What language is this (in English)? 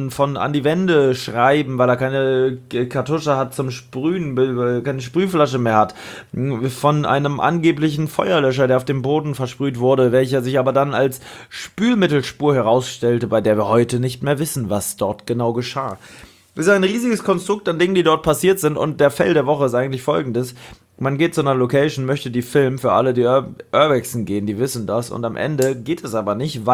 German